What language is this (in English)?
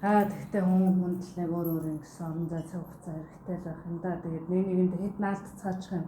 Mongolian